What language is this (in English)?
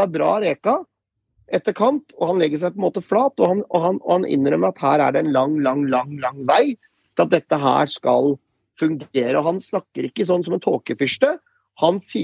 Norwegian